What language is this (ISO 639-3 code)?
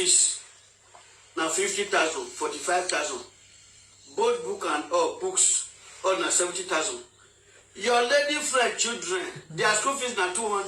pcm